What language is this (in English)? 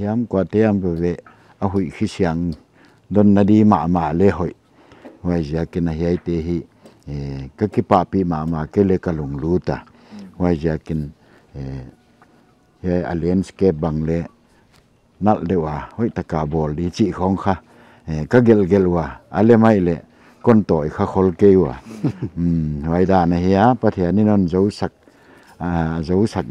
Paite Chin